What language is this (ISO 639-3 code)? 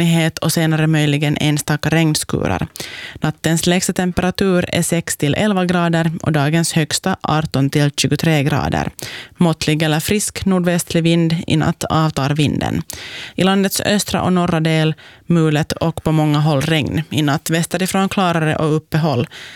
swe